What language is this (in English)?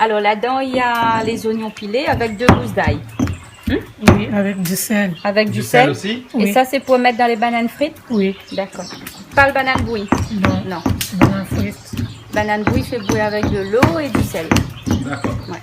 Réunion Creole French